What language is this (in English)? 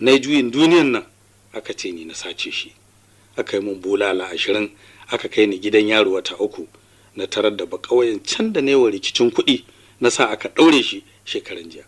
Hausa